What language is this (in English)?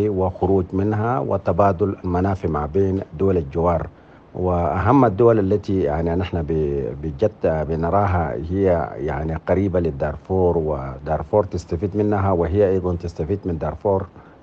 Sudanese Arabic